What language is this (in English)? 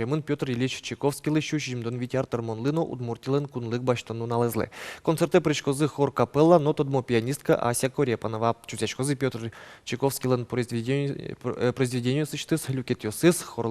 Udmurt